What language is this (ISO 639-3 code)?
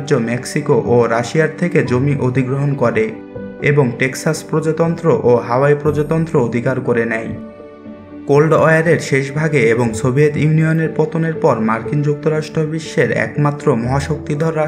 ben